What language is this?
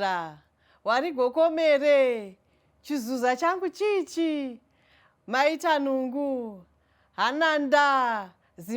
Shona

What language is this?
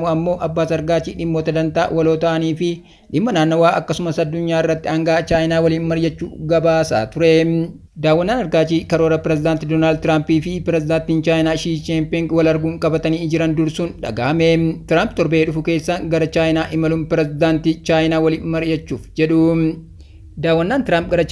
Oromo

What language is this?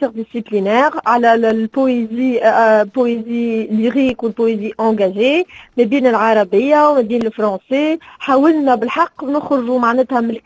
Tunisian Arabic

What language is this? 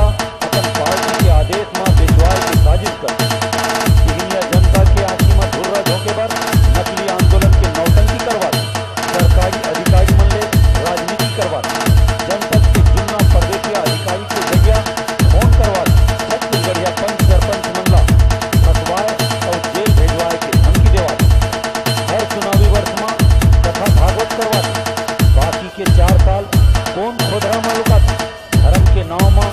Chhattisgarhi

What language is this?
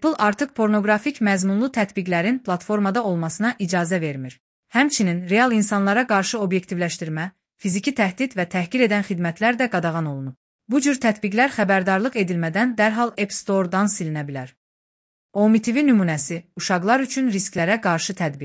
Azerbaijani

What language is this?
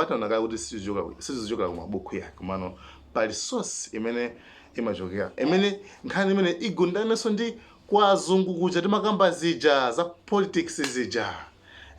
Nyanja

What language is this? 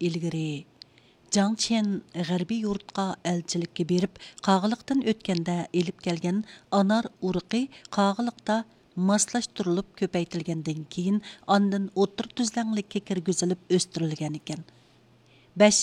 Uyghur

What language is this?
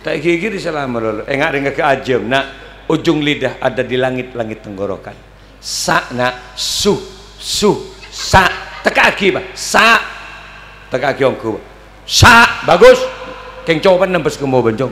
Madurese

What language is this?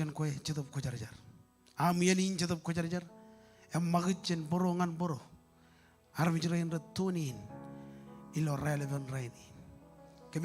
Marshallese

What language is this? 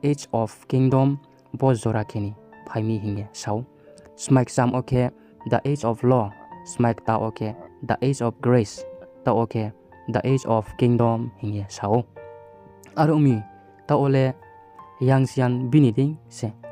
Riang (India)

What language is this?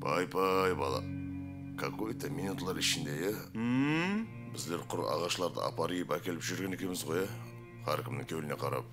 Kara-Kalpak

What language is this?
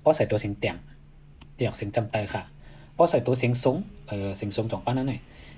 Shan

